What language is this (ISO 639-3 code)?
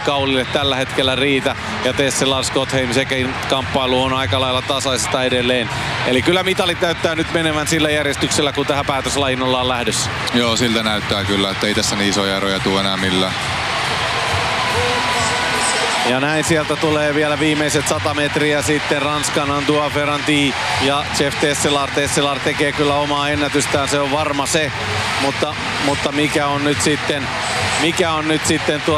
fin